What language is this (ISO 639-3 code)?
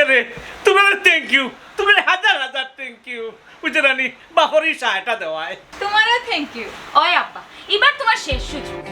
syl